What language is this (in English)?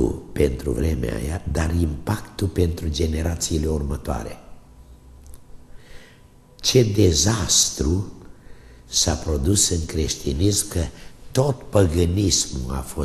Romanian